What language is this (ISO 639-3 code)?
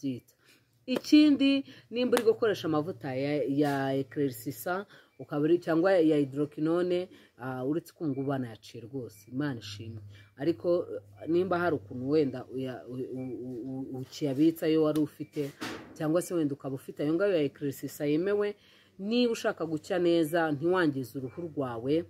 kin